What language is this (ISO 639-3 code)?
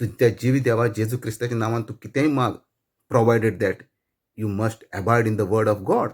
kok